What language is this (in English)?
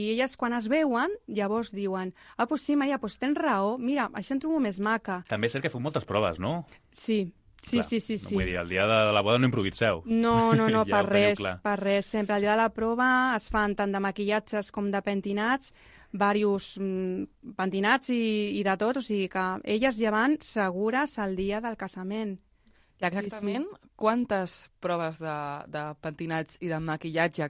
Catalan